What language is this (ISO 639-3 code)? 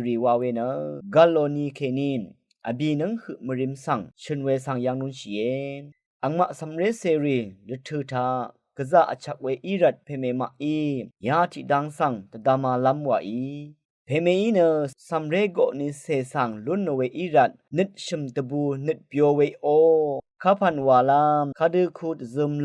raw